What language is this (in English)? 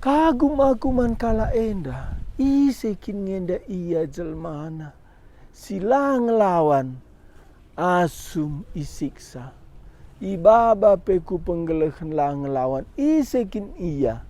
Batak Karo